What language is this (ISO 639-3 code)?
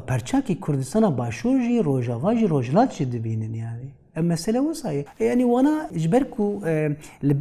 kur